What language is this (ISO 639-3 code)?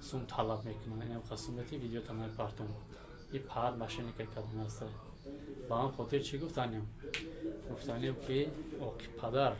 tgk